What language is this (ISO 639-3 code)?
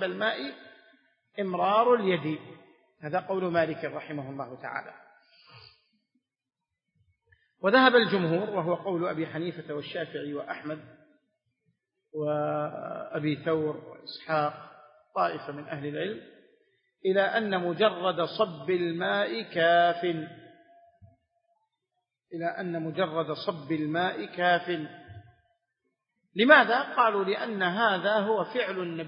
ara